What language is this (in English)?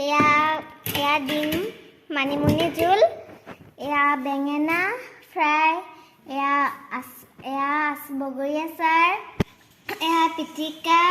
Assamese